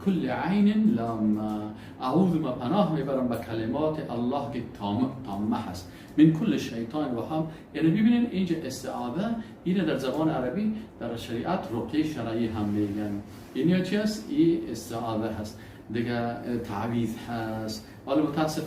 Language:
Persian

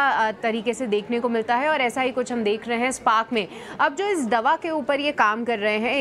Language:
Hindi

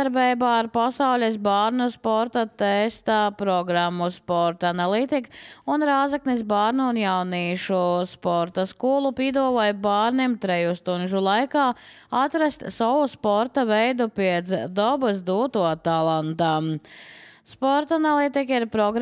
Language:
Latvian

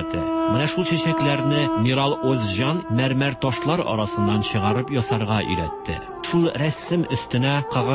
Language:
Tatar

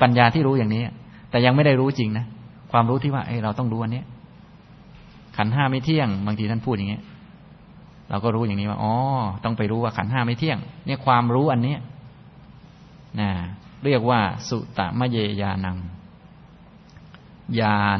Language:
Thai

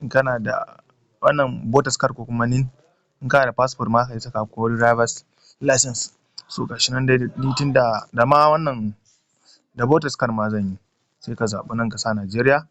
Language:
Hausa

